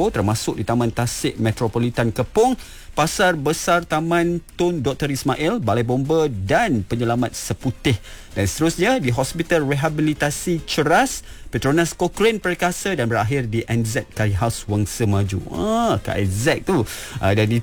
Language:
Malay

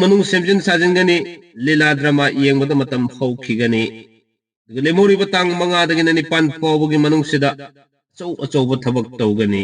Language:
Manipuri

